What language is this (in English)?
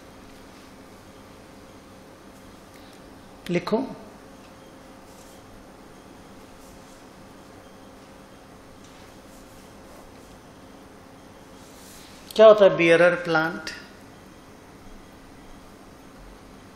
Hindi